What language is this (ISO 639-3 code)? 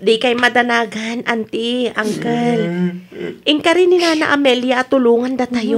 ilo